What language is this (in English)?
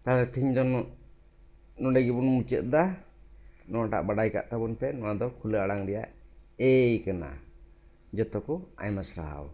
Santali